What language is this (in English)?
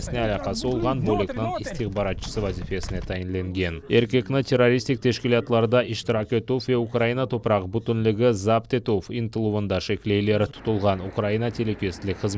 Crimean Tatar